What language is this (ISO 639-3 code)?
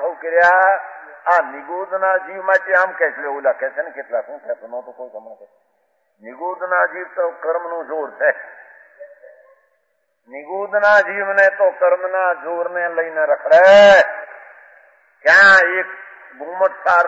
guj